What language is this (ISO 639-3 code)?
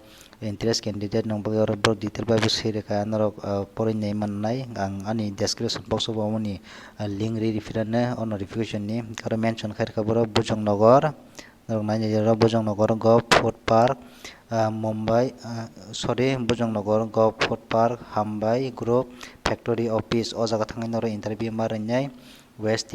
trp